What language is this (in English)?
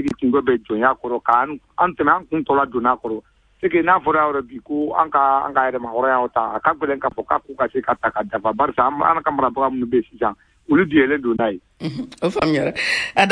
Bambara